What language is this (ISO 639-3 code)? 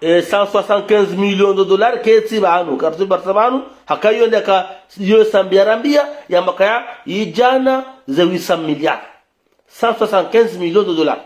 zdj